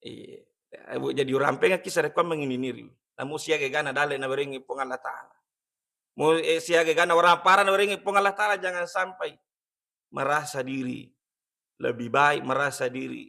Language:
Buginese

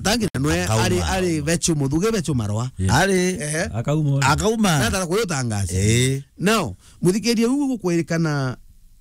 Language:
Meru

